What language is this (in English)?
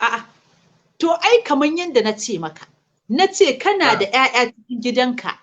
Hausa